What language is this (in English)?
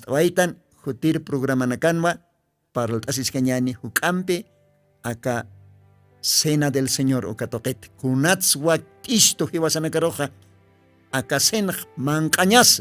Aymara